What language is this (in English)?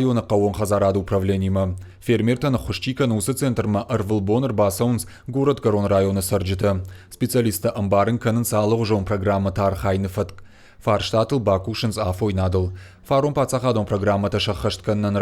Ossetic